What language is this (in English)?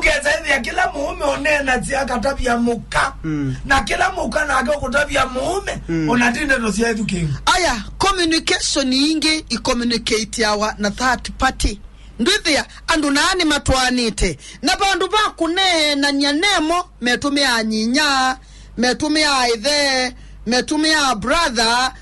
Kamba